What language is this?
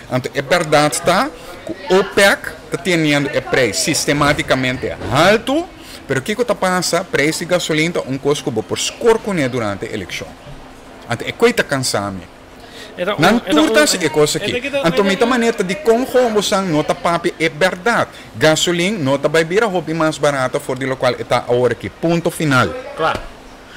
Papiamento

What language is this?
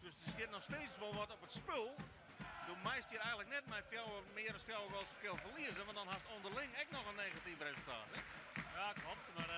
Western Frisian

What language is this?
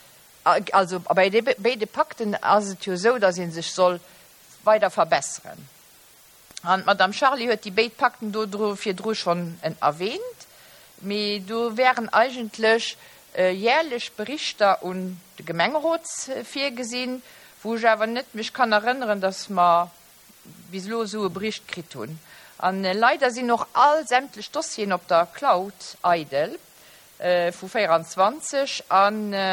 Luxembourgish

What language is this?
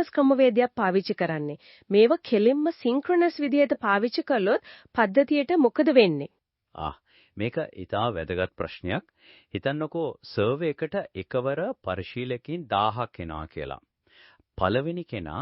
Sinhala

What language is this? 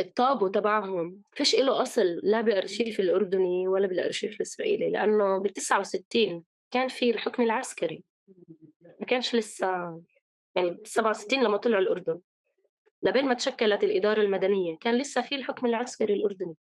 North Levantine Arabic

